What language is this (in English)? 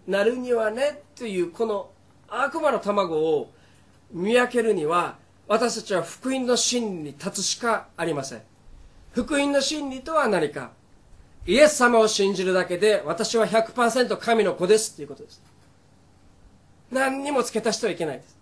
Japanese